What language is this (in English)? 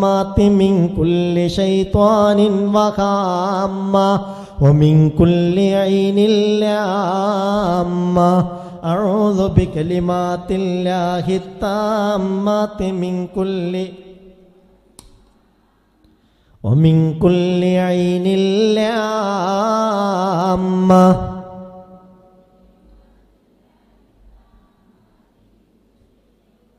Malayalam